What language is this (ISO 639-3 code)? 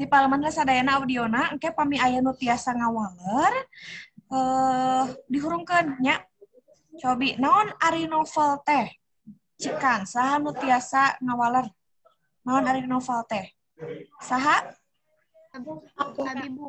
sun